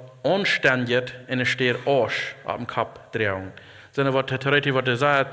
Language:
Plautdietsch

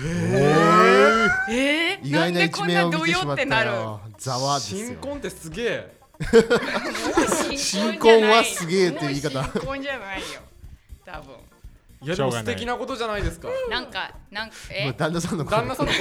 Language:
Japanese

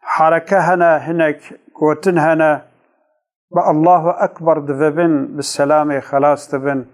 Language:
Kurdish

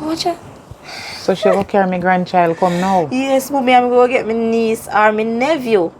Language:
Jamaican Creole English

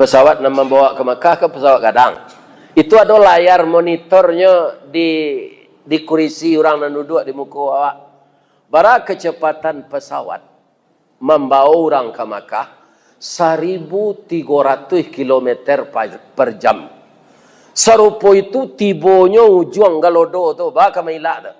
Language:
Minangkabau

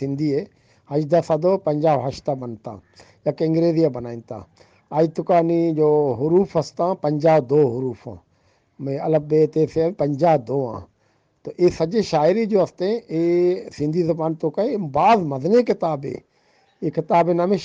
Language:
Eastern Balochi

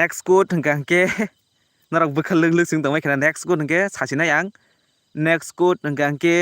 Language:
Kok Borok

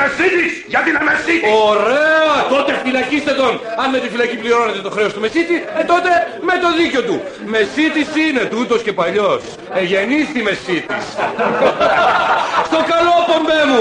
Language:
Greek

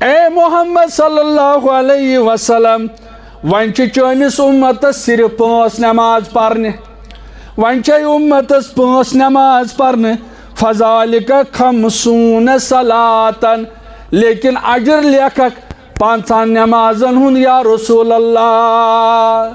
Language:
Kashmiri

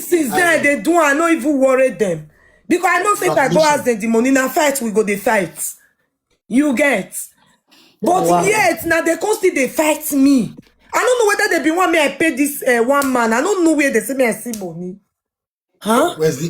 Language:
Nigerian Pidgin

